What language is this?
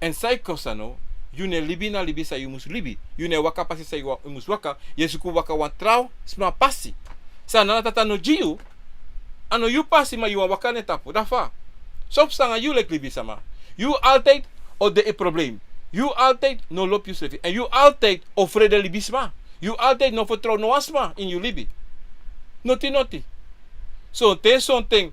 Sranan Tongo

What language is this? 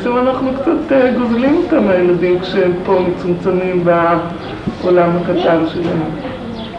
Hebrew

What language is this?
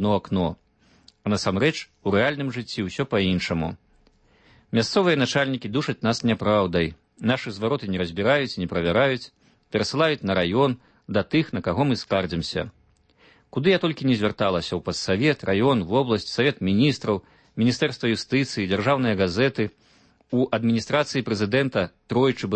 Belarusian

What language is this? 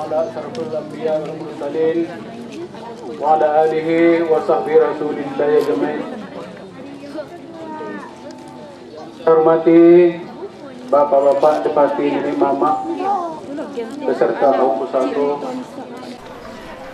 Malay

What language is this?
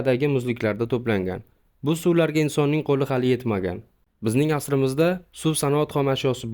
Uzbek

